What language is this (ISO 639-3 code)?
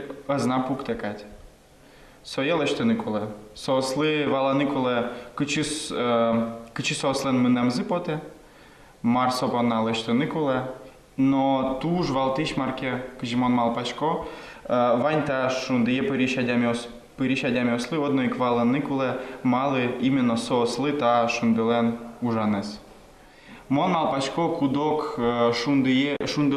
udm